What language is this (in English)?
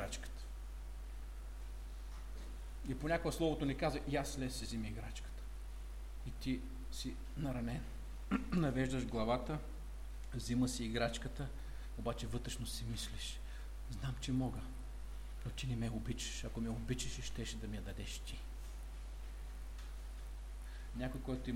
Bulgarian